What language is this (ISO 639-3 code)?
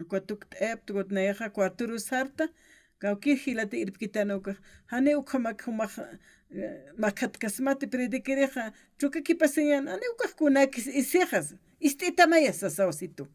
aym